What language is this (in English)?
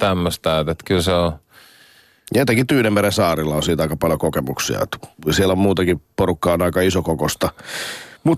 Finnish